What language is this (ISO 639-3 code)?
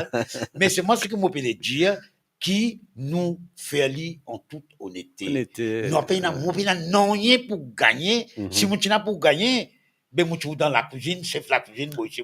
mfe